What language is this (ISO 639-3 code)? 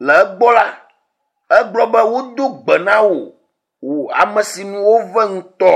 ewe